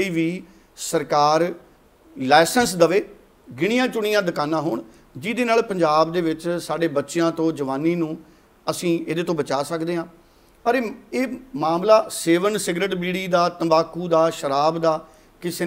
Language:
Punjabi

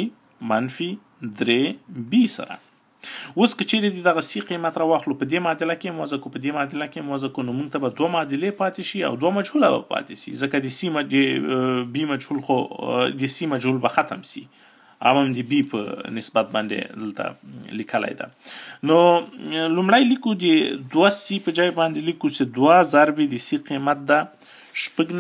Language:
Pashto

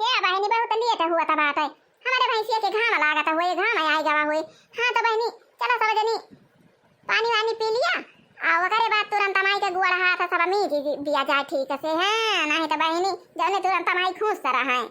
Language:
Awadhi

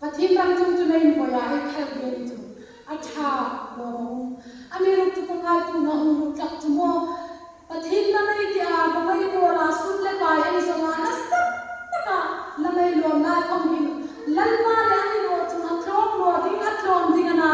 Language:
Hmar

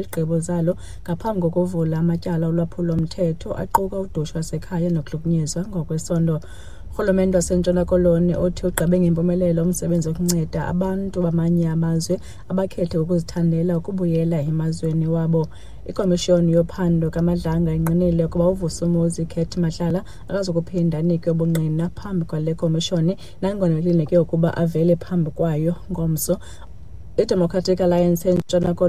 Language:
Xhosa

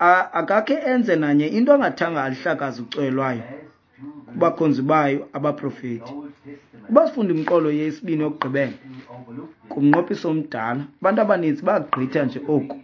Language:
Xhosa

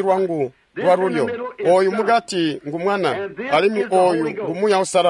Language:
Tonga (Zambia)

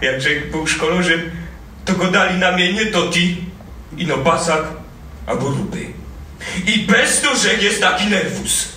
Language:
Silesian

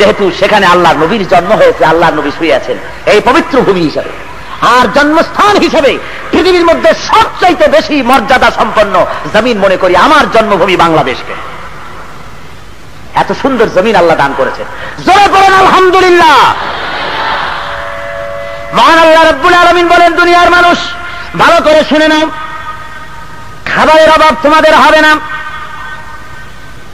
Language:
Bangla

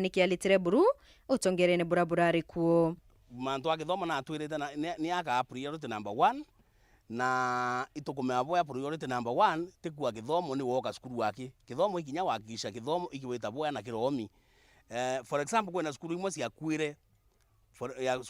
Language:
Meru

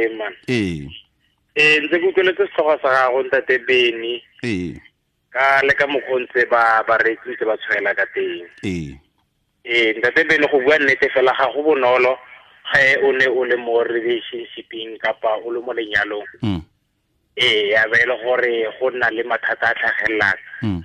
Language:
Tswana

